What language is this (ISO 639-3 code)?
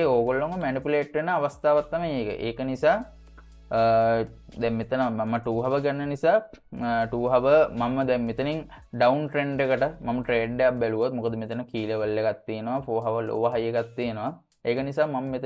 sin